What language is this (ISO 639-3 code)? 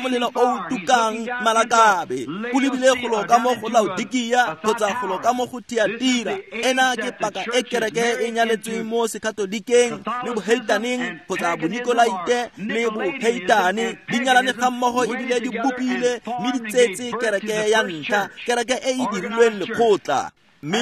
tsn